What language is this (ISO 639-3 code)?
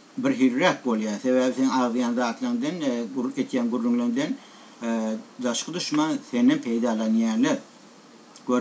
tuk